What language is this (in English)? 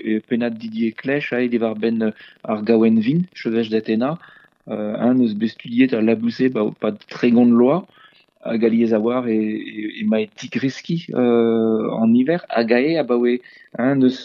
Breton